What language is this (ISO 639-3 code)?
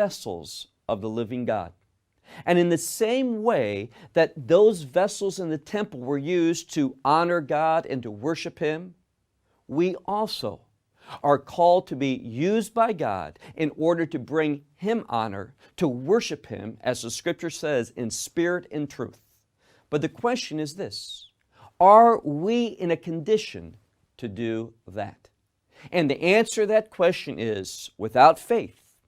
eng